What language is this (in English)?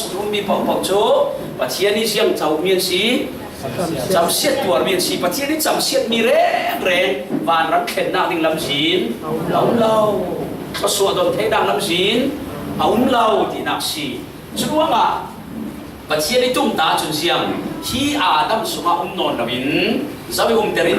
Falam Chin